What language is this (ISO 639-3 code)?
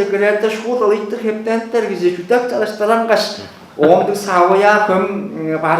tyv